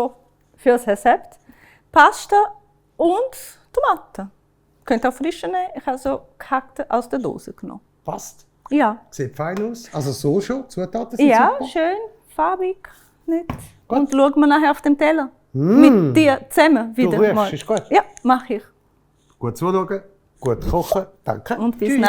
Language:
Swiss German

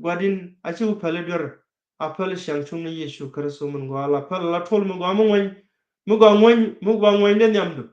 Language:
Nuer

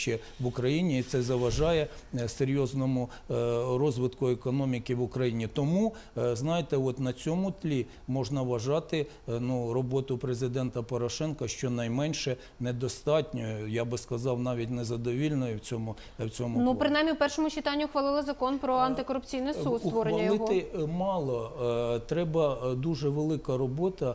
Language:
Ukrainian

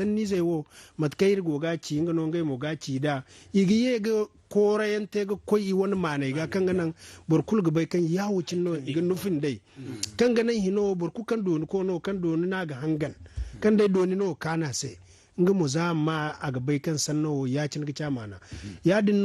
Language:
Zarma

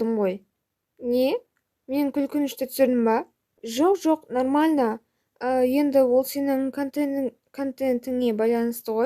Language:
Kazakh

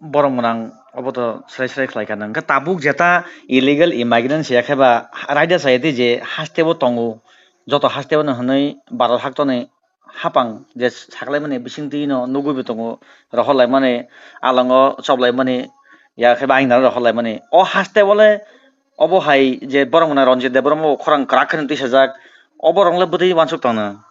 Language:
Kok Borok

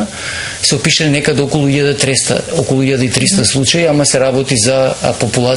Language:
Macedonian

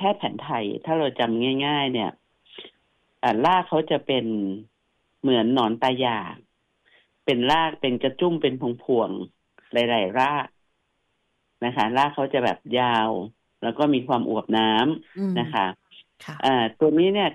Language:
Thai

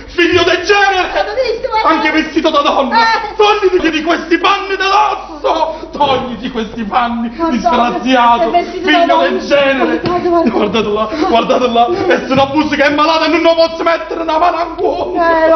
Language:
Neapolitan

